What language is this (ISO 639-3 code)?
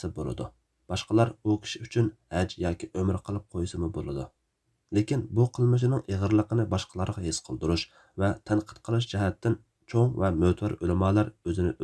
uig